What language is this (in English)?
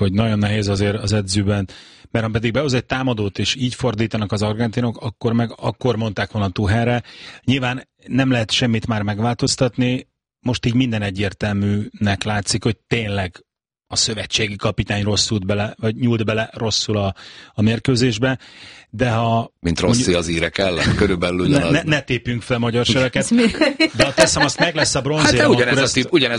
Hungarian